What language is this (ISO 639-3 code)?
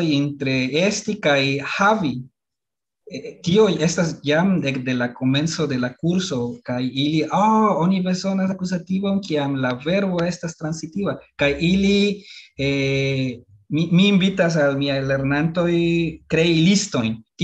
epo